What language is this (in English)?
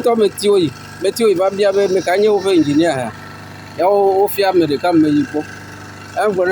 Ewe